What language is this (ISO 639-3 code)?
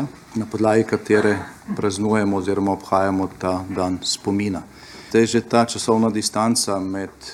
slv